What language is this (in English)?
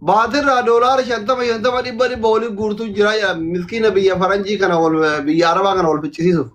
Oromo